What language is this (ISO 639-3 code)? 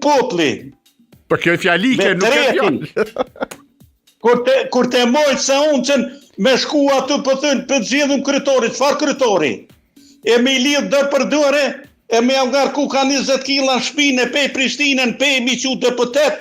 sqi